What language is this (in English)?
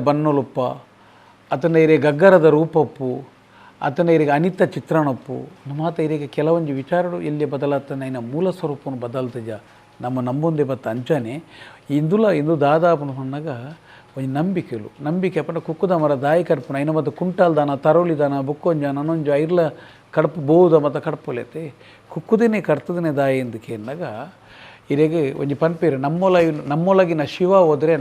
Tulu